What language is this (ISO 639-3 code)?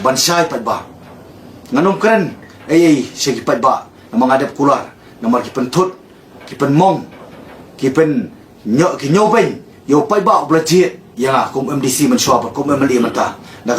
kha